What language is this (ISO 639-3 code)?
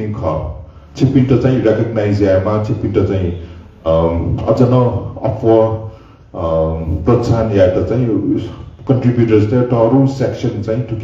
new